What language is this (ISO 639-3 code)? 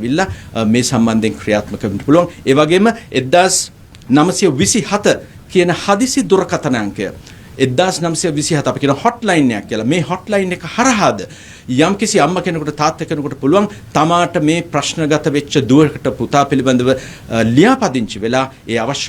sin